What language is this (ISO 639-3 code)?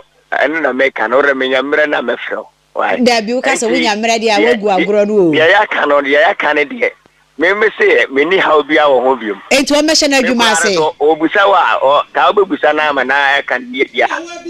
aka